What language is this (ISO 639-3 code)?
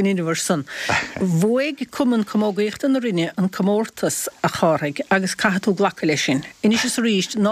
gle